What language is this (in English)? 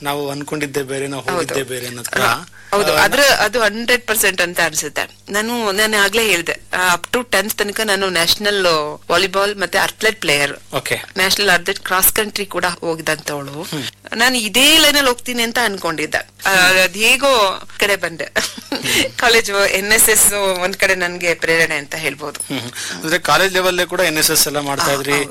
Kannada